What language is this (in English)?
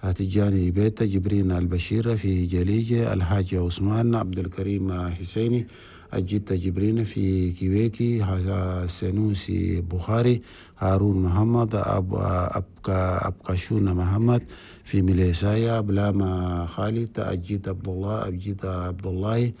Chadian Arabic